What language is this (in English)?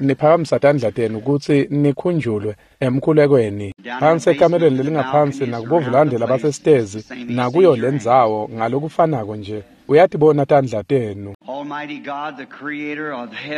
Swati